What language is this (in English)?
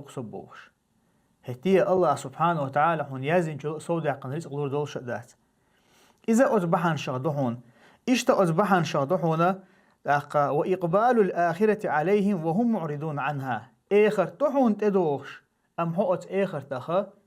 Chechen